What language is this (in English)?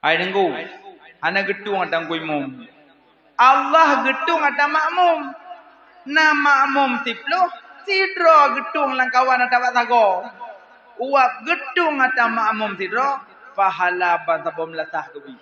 Achinese